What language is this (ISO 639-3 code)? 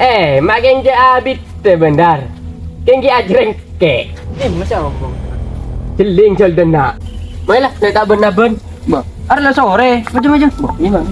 mad